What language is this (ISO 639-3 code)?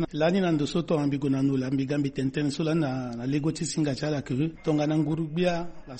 sag